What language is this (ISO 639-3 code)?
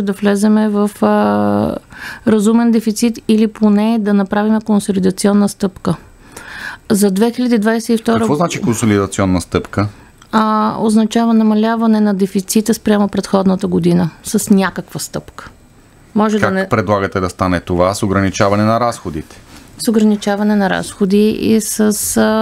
bul